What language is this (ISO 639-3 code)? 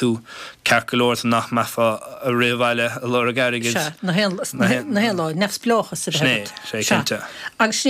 gle